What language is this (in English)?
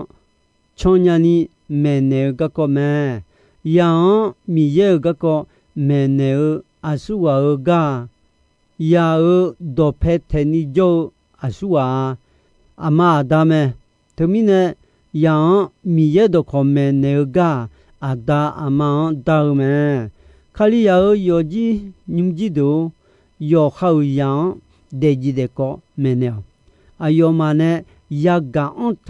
Akha